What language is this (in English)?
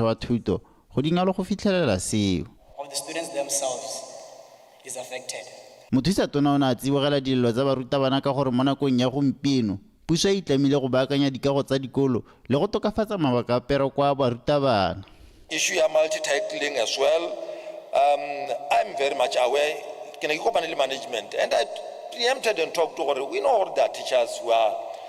Tswana